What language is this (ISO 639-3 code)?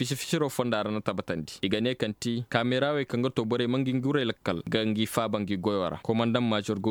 ses